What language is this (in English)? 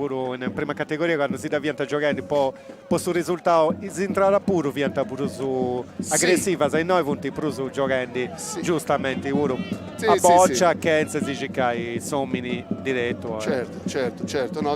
Sardinian